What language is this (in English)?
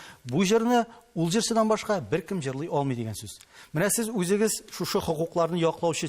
Tatar